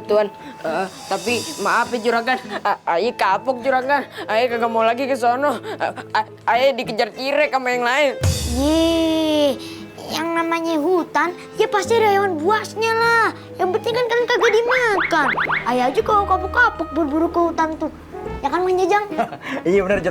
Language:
Betawi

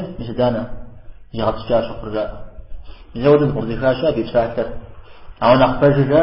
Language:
Kabardian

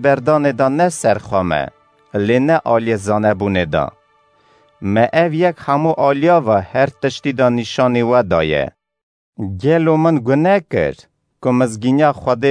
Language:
Kurdish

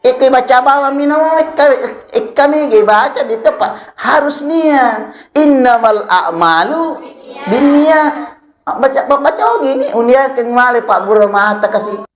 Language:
Buginese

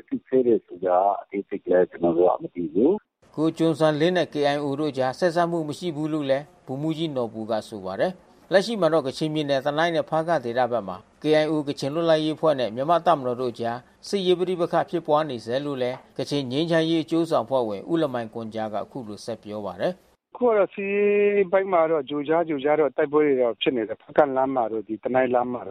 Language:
Burmese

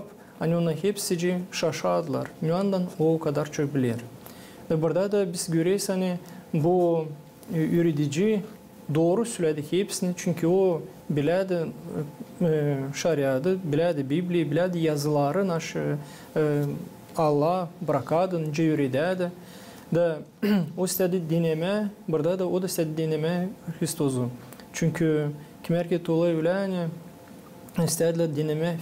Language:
Gagauz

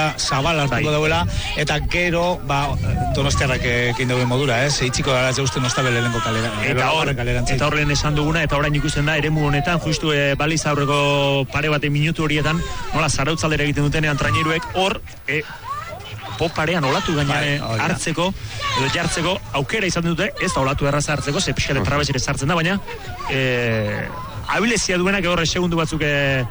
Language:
Basque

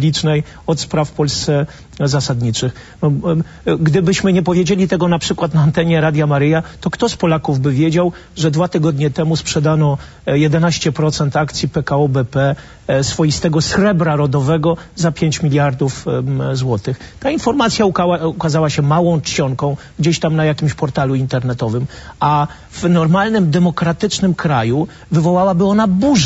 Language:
Polish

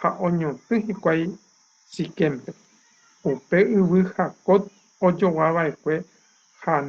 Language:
Guarani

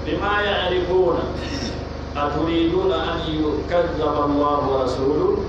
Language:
Pular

